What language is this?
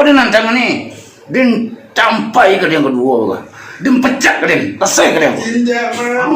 Minangkabau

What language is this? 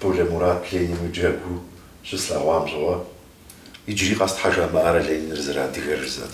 Kabardian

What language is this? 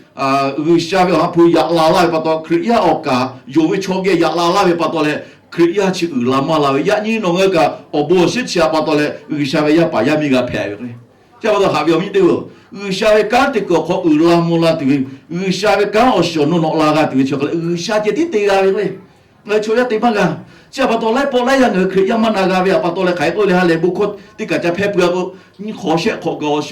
Lahu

